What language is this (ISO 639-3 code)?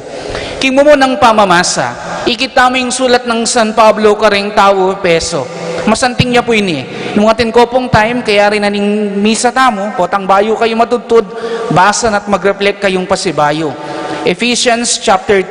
pam